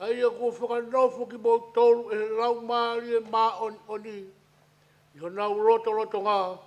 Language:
Tongan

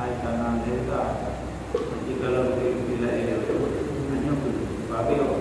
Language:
Achinese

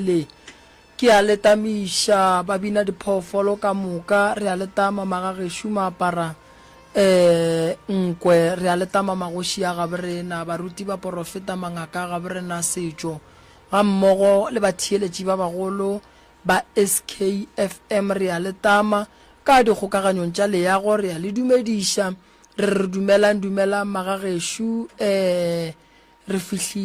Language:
Northern Sotho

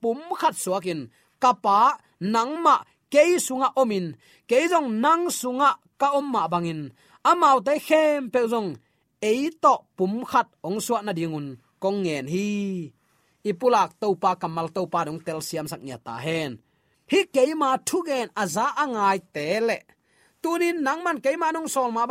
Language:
Tedim Chin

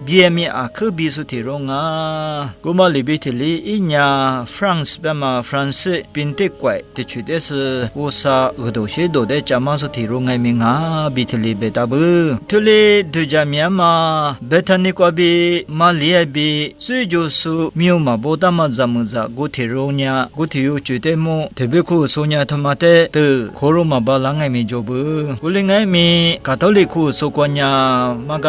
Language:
Lisu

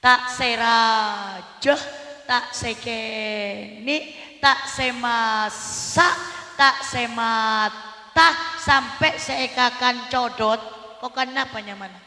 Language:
Madurese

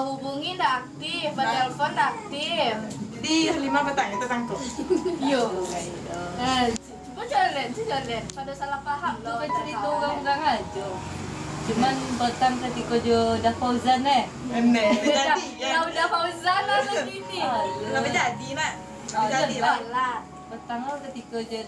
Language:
Minangkabau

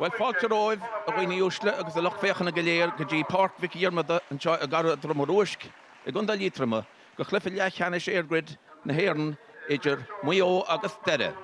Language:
Irish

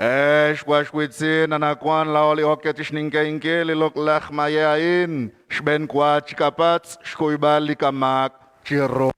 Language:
Kekchí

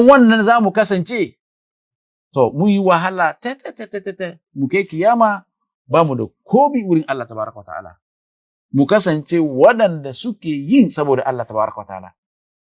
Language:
Hausa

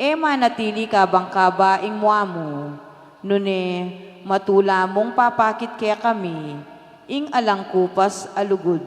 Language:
Pampanga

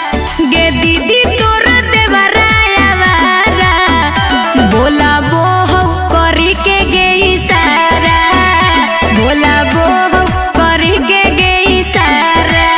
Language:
Magahi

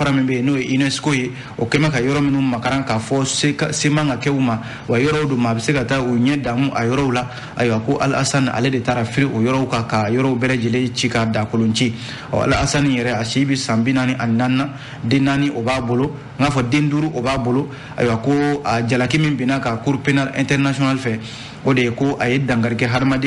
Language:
Bambara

